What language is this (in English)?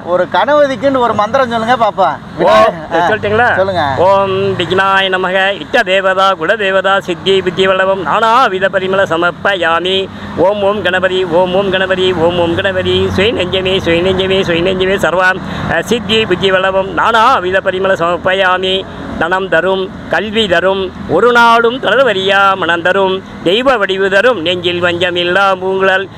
Tamil